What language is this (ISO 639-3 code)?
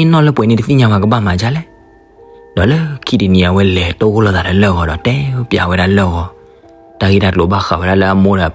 ksw